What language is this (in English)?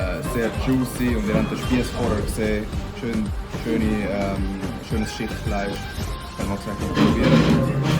Swiss German